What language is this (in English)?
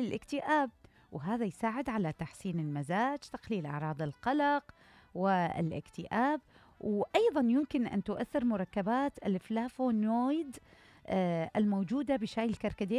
Mesopotamian Arabic